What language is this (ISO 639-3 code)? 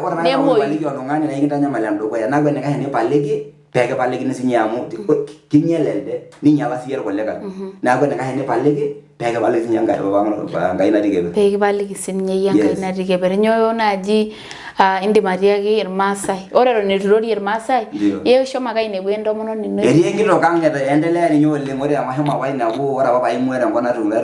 mas